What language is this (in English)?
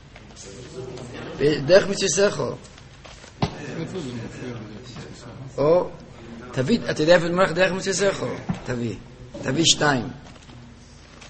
Hebrew